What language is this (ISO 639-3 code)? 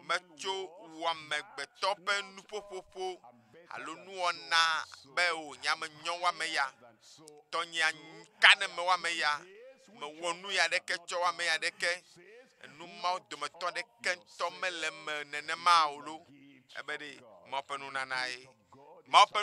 ewe